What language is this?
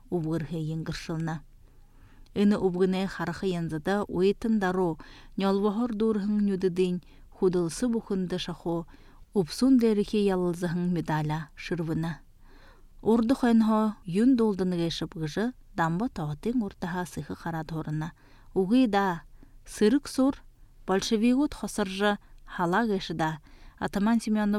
Buriat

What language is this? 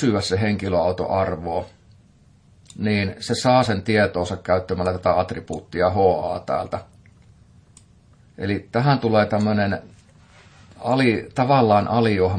Finnish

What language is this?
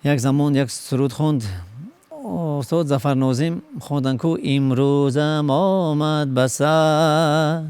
Tajik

